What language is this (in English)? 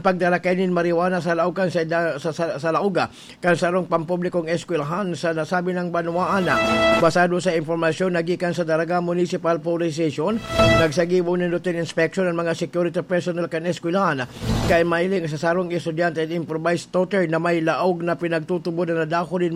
Bikol